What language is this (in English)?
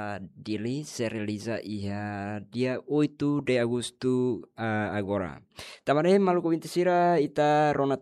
Tetum